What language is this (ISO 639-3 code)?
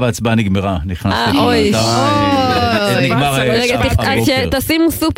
heb